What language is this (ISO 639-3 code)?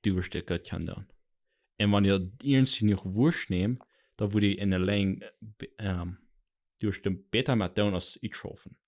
pdt